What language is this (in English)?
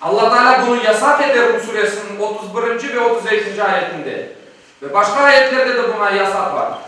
Crimean Tatar